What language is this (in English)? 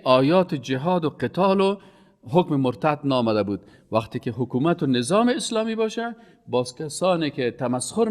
Persian